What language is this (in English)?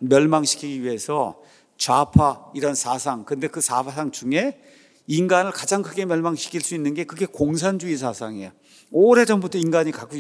Korean